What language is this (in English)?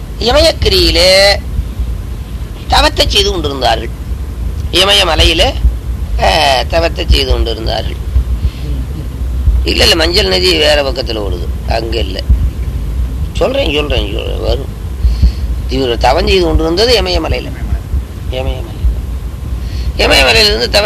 Tamil